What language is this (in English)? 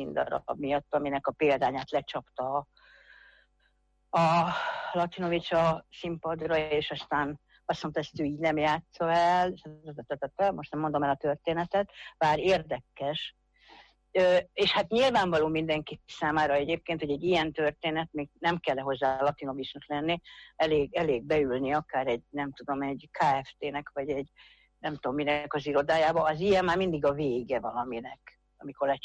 Hungarian